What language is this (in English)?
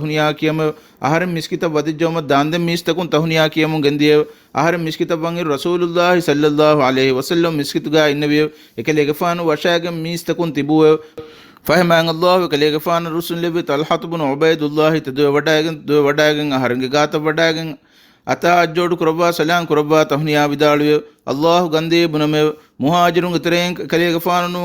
Divehi